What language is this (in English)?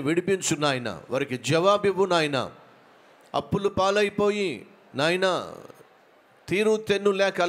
Telugu